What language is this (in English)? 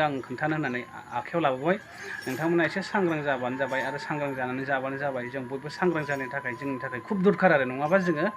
Bodo